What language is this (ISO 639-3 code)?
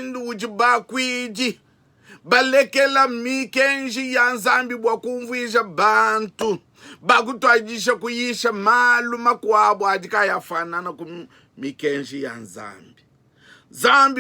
lua